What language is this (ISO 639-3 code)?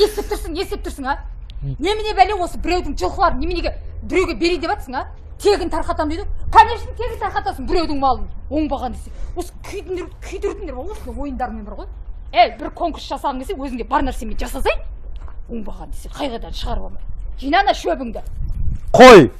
kaz